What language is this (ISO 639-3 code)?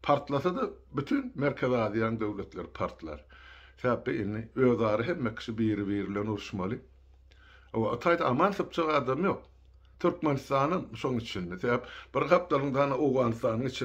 tuk